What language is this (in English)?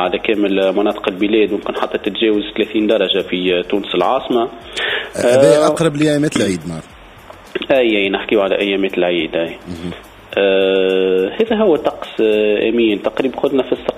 Tunisian Arabic